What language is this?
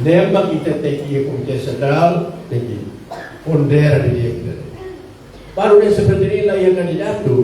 Tetum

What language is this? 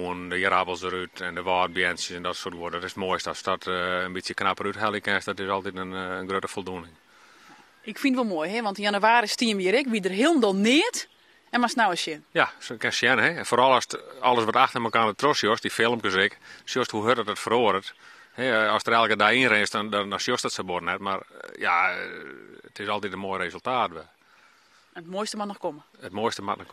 Western Frisian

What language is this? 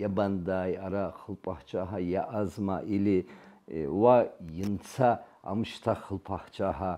Abkhazian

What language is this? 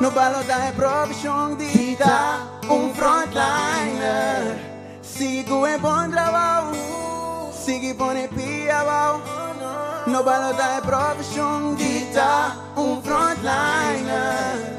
Papiamento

